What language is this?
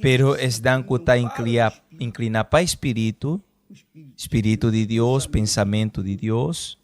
Papiamento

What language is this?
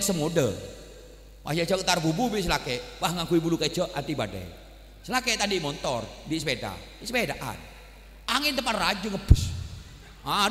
Madurese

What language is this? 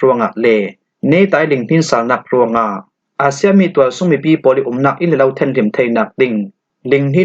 Falam Chin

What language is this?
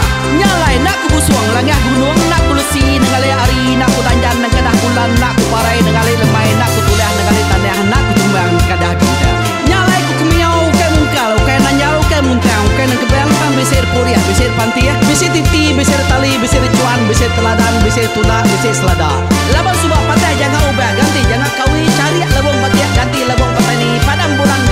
Iban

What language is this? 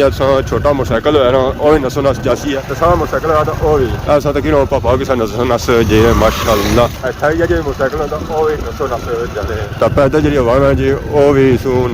Pahari-Potwari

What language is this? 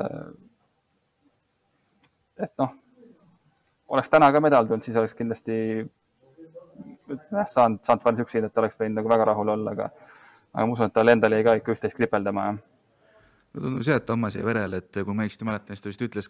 Estonian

